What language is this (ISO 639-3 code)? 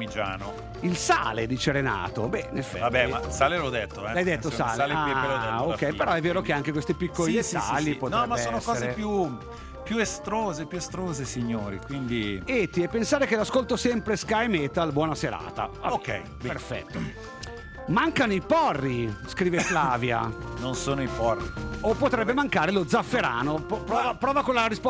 ita